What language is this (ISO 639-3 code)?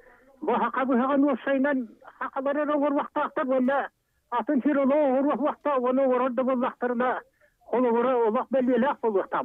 sah